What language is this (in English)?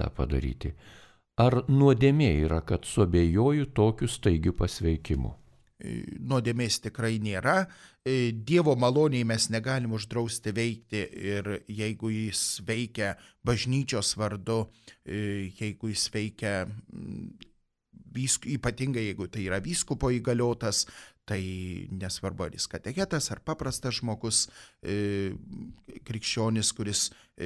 Lithuanian